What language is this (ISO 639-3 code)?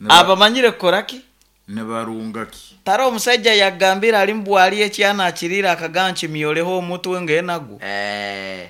nyo